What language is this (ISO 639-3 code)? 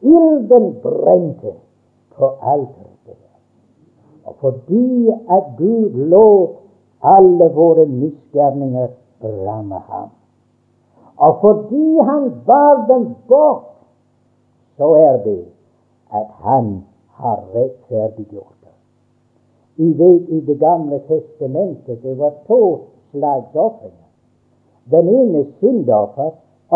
nor